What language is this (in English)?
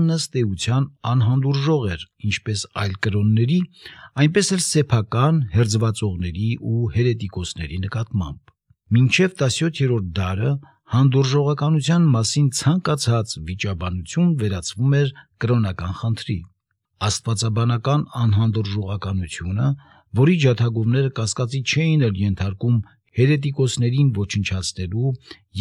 Armenian